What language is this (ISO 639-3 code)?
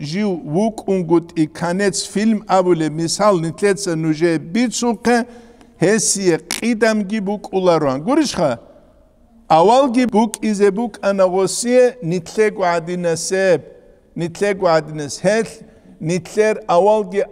ava